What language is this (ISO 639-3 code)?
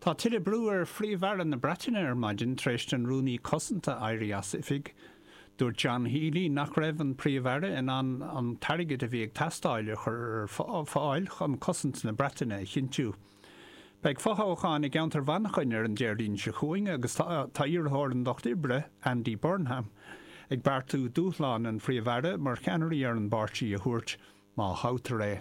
gle